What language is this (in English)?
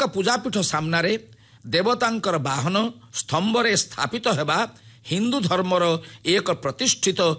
Odia